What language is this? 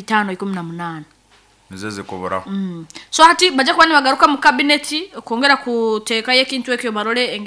Nyoro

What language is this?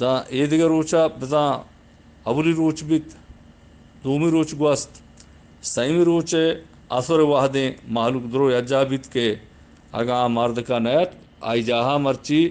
Eastern Balochi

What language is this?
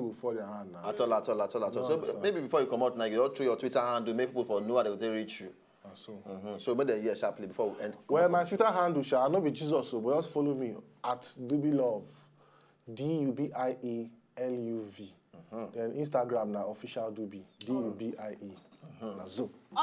Nigerian Pidgin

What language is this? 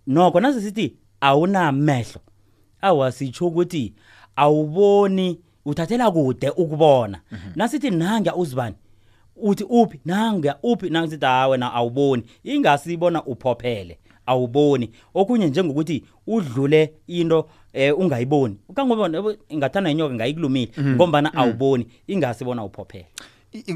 South Ndebele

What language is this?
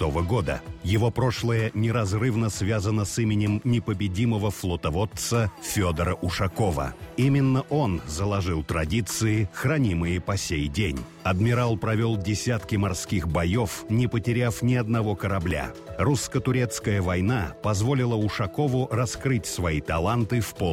Russian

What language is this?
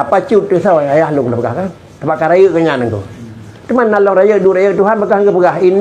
Achinese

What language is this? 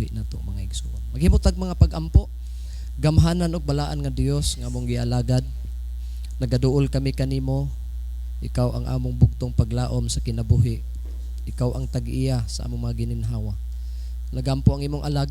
Cebuano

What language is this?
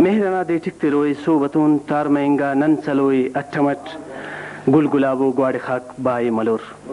Brahui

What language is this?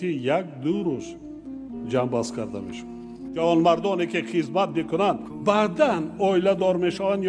Tajik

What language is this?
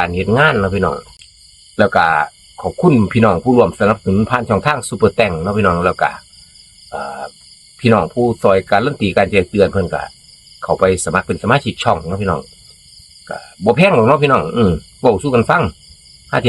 Northeastern Thai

